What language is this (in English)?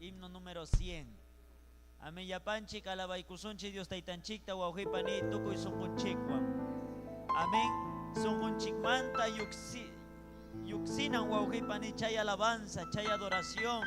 Ayacucho Quechua